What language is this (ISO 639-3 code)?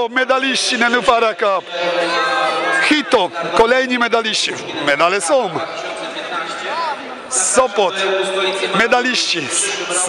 pol